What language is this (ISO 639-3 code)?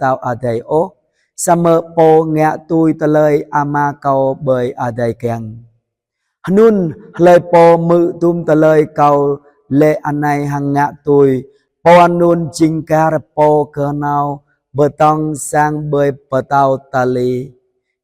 jra